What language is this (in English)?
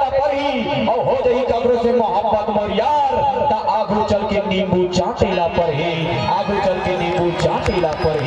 Chhattisgarhi